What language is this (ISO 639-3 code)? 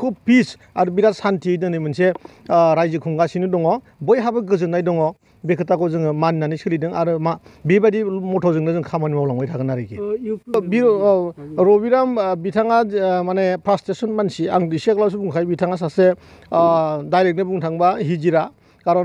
brx